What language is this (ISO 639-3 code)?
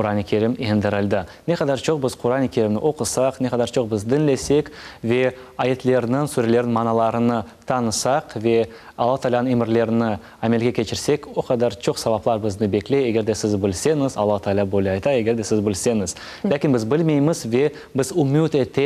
crh